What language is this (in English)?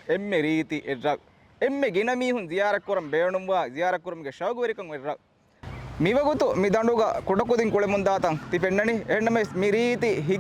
Divehi